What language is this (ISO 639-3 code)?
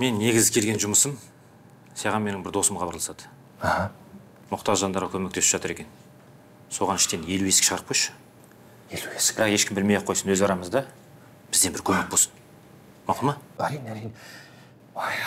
kaz